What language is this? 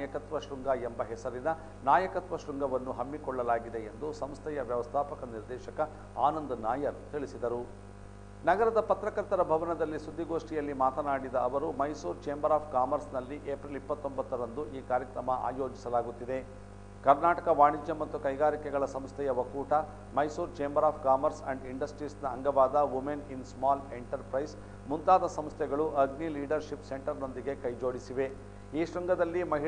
Kannada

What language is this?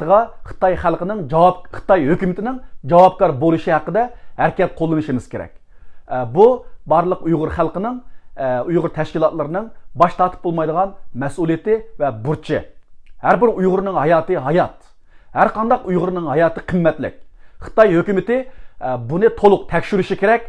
Uyghur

